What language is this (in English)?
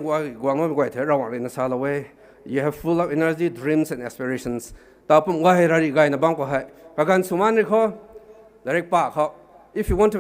Rongmei Naga